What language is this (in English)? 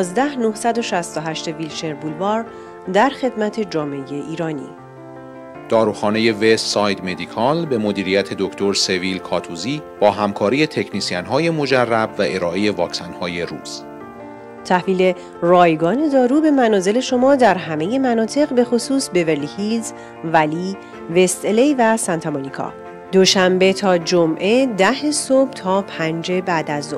Persian